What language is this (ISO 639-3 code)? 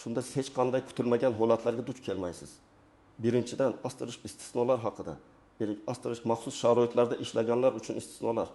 uzb